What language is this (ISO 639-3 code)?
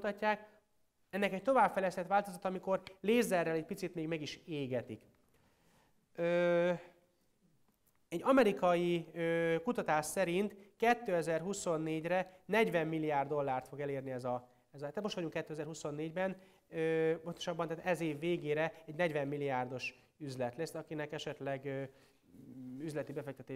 hun